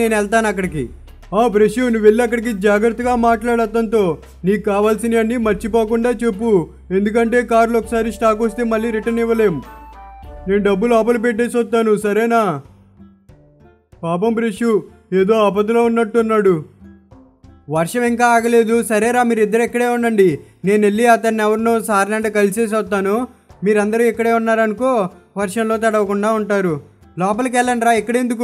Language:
Telugu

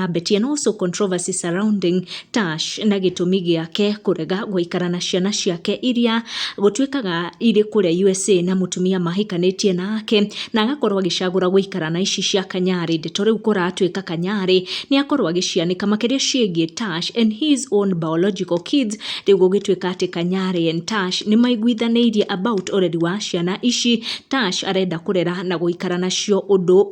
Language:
Kikuyu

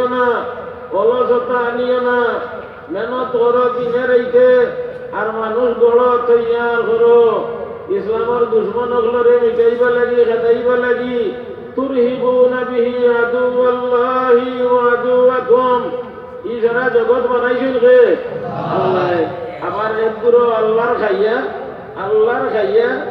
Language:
Sylheti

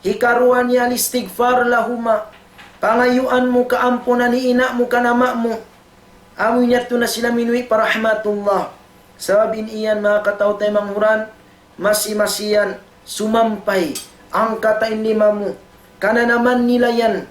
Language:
Tausug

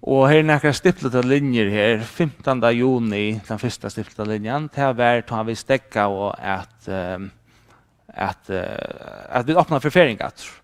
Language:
Faroese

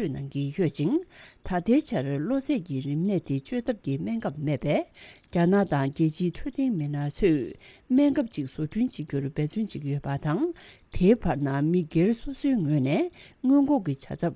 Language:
Tibetan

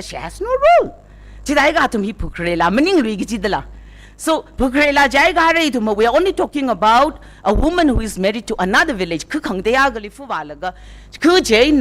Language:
Tangkhul Naga (India)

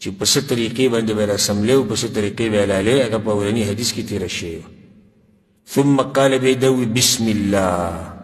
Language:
Pashto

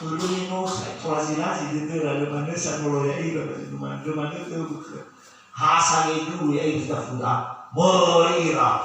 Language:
Nias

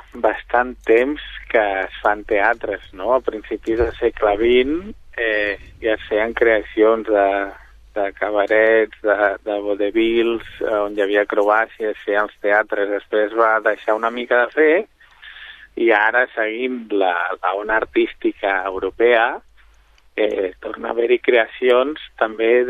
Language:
Catalan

